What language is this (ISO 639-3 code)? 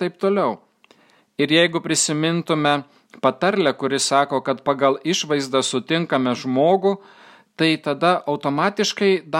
lit